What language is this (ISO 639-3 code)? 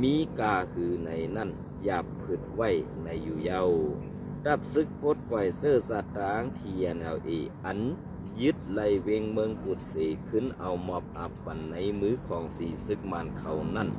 shn